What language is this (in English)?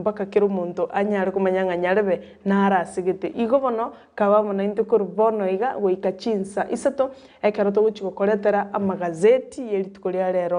Gusii